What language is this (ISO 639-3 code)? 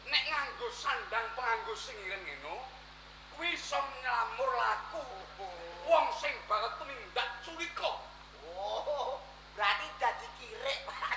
jav